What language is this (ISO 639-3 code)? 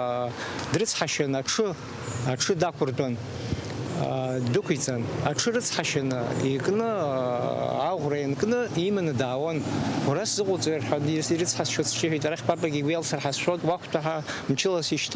abk